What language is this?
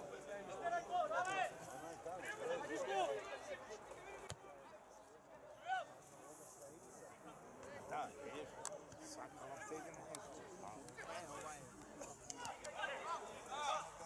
Serbian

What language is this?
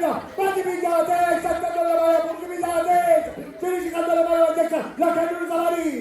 Sicilian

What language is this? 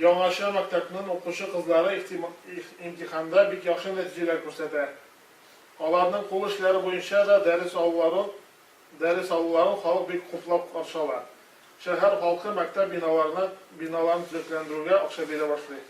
Tatar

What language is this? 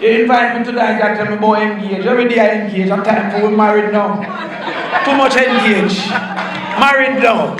Jamaican Creole English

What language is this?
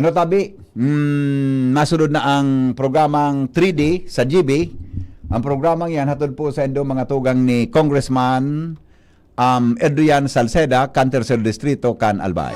Bikol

